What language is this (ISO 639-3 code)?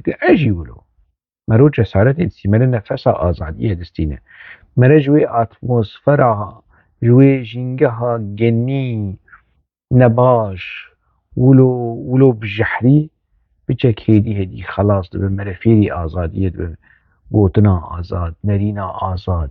kur